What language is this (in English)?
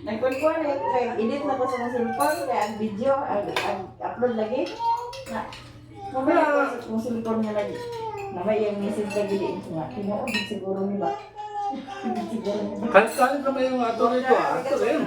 Cebuano